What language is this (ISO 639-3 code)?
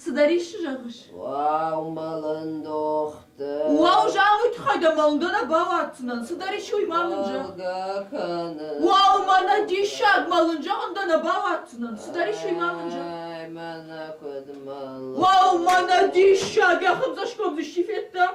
oss